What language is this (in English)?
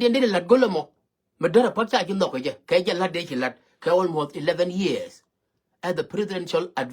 Nuer